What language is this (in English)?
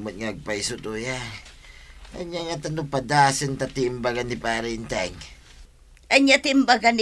Iloko